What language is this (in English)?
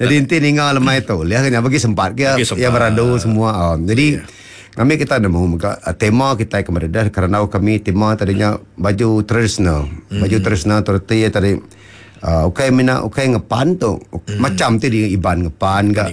Iban